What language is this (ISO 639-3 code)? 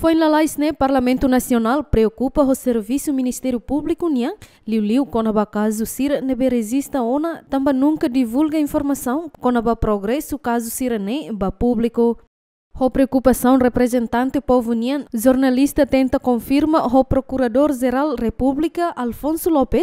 tet